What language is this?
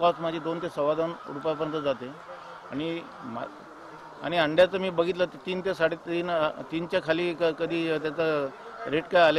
Marathi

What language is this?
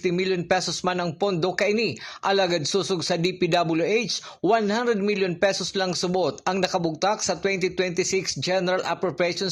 Bikol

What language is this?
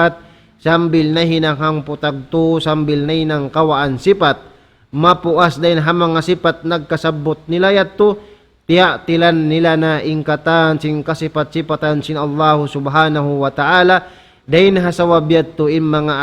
Tausug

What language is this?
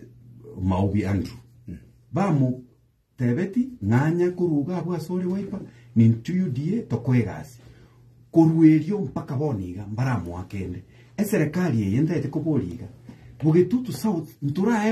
Gusii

